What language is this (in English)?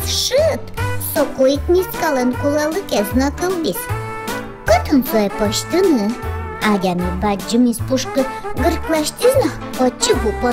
Udmurt